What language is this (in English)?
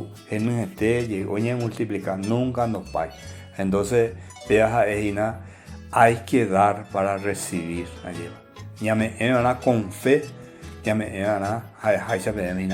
Guarani